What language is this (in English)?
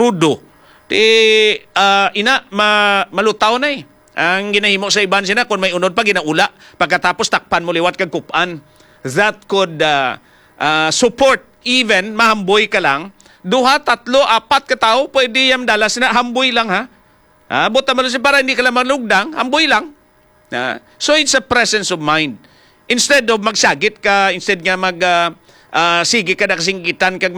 Hiligaynon